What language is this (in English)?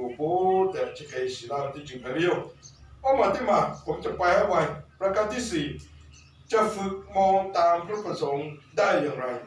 Lahu